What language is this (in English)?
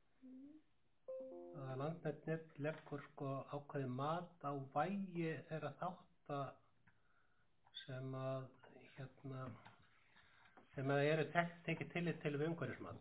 Icelandic